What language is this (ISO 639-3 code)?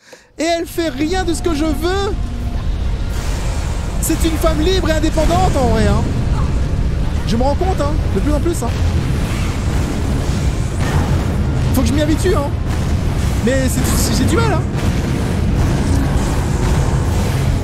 fra